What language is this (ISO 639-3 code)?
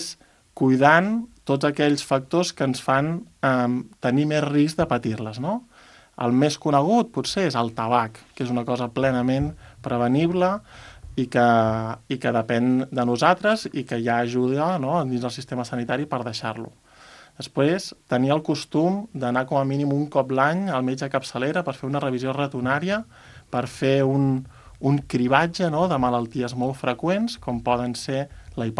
cat